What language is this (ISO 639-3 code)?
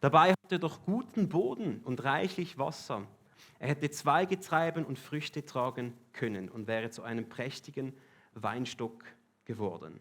gsw